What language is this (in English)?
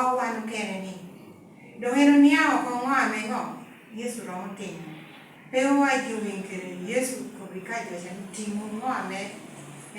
Lango (Uganda)